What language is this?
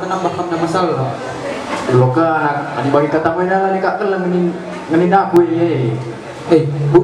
Batak Karo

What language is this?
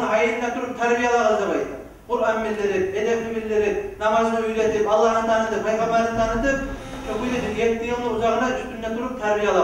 Kumyk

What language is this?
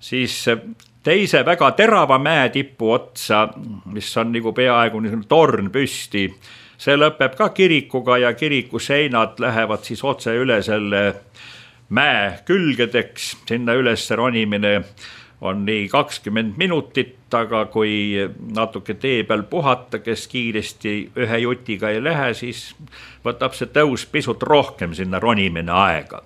Estonian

